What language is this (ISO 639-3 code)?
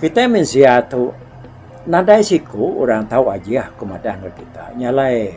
iba